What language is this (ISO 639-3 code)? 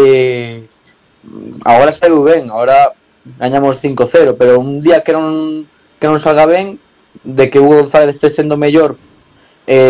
glg